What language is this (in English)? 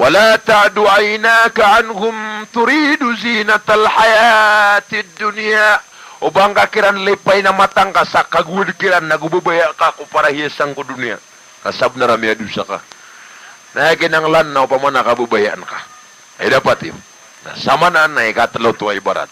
Maranao